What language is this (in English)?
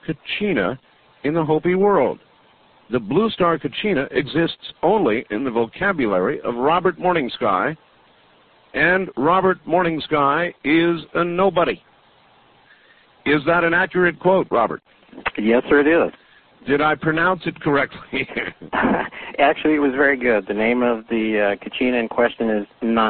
English